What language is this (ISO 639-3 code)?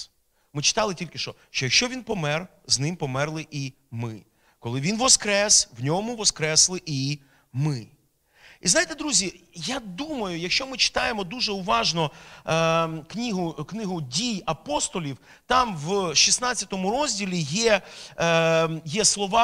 ukr